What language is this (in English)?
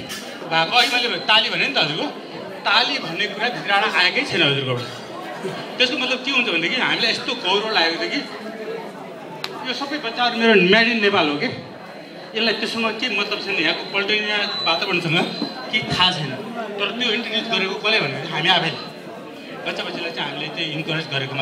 Nepali